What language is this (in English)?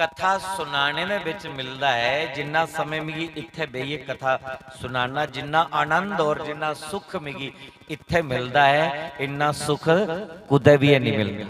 Dogri